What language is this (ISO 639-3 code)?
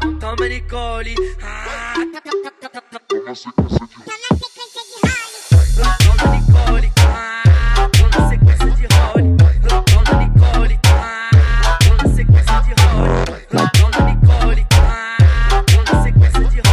por